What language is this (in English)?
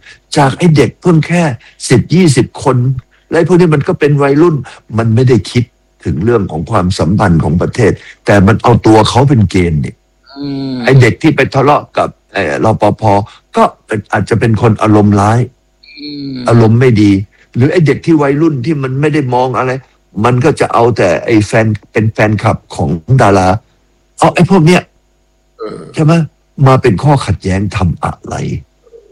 Thai